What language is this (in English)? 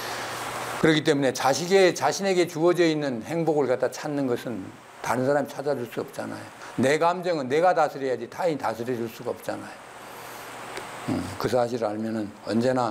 Korean